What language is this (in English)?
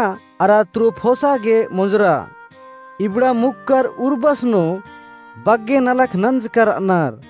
Kurukh